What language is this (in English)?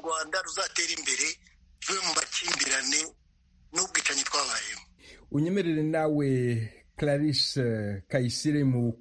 Kinyarwanda